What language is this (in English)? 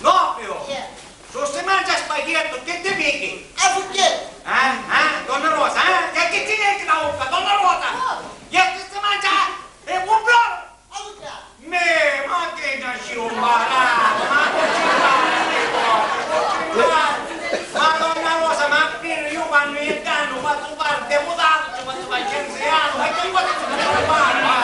Sicilian